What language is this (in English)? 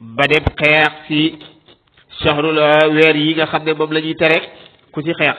Wolof